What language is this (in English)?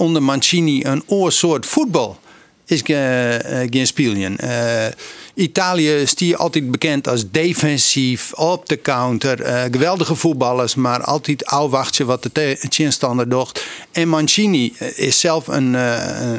Western Frisian